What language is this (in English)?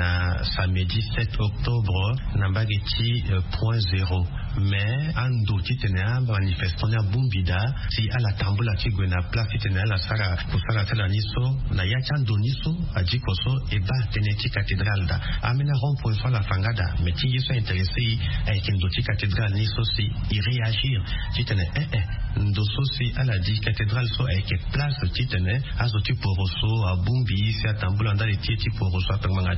Sango